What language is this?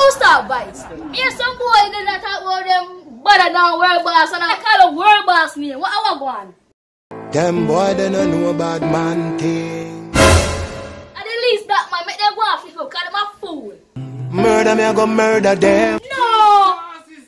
Jamaican Creole English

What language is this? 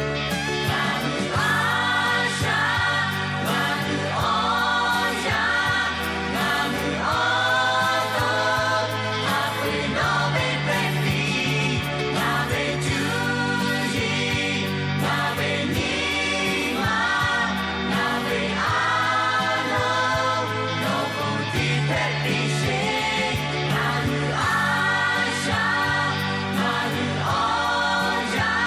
Lahu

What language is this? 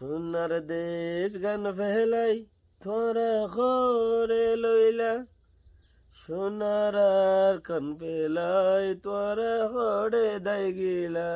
Rohingya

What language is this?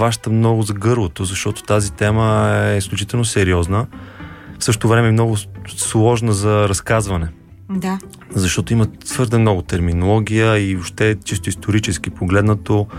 Bulgarian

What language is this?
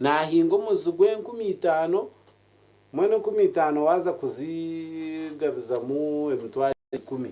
Nyankole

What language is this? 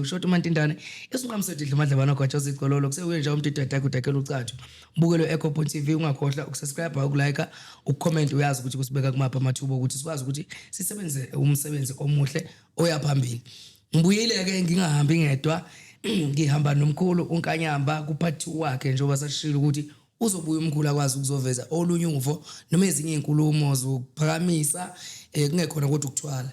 Zulu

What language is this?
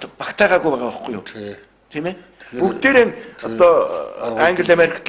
Mongolian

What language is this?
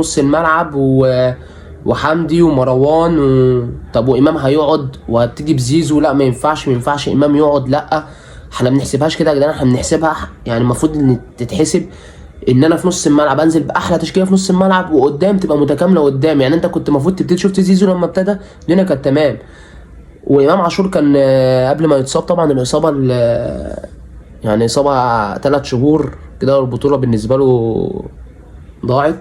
Egyptian Arabic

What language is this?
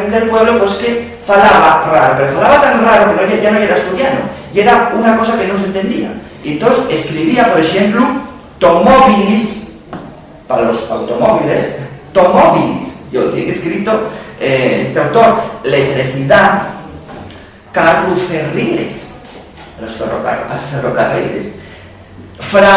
Asturian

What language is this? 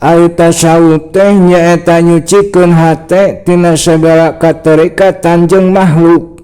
Sundanese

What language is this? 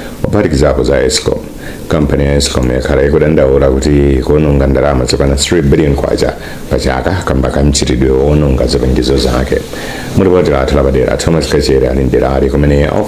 Nyanja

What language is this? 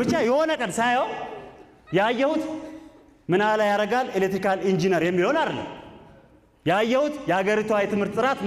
Amharic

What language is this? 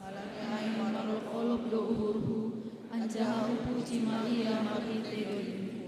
Batak Simalungun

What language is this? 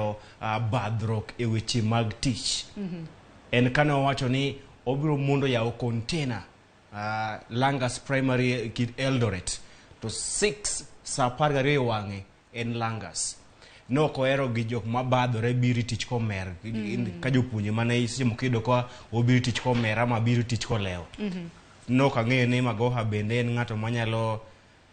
Luo (Kenya and Tanzania)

